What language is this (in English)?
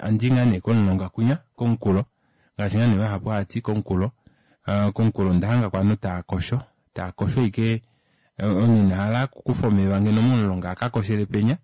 Kuanyama